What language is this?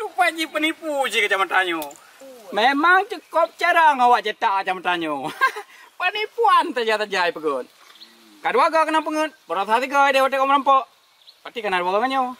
Achinese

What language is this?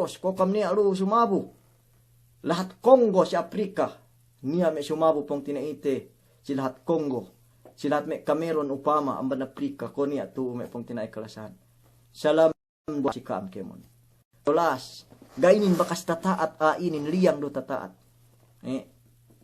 Yakan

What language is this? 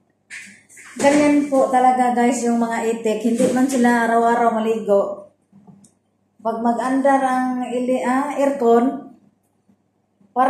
Filipino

